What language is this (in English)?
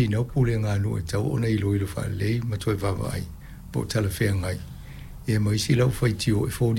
Samoan